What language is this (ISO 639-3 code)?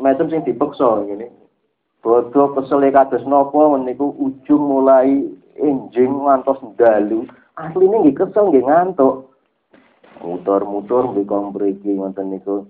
jav